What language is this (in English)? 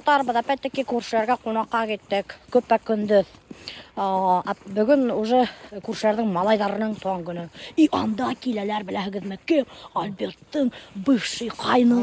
Bashkir